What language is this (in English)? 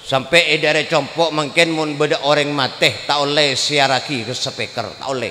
Madurese